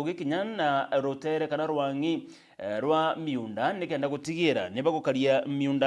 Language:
Meru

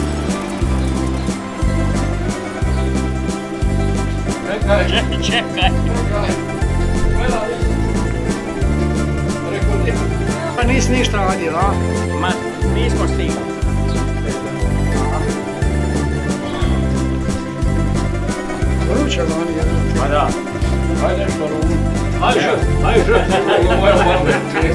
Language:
Croatian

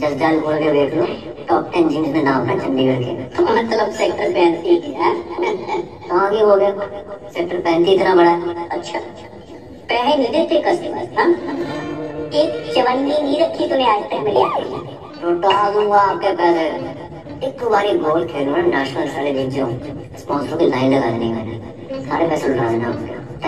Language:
Hindi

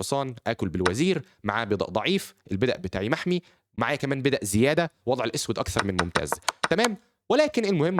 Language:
Egyptian Arabic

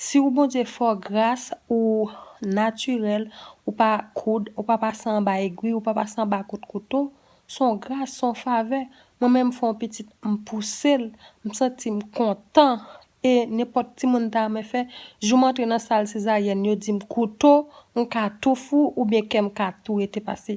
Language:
Haitian Creole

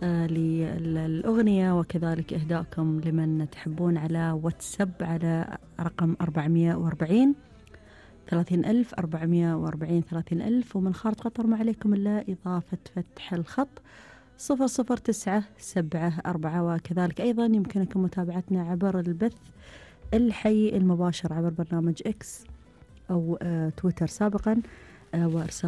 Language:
Gulf Arabic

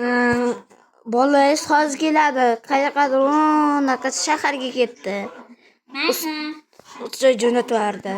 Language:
Uzbek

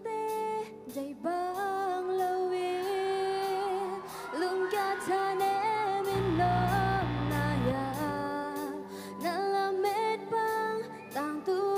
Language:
Tedim Chin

